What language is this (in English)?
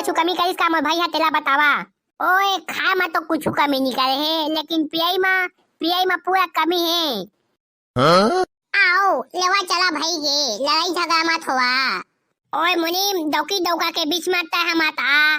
Chhattisgarhi